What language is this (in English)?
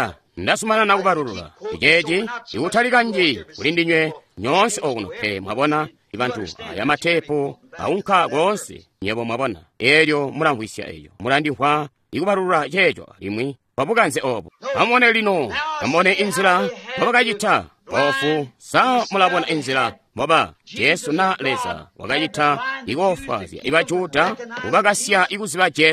Tonga (Zambia)